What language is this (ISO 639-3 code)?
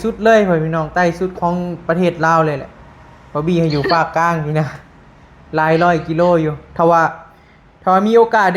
tts